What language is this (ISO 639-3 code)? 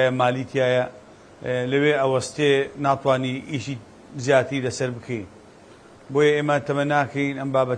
ckb